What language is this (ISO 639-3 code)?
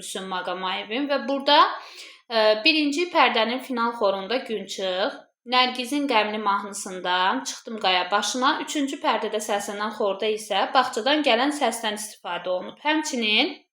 aze